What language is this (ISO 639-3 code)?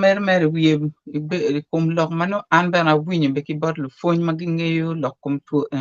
ach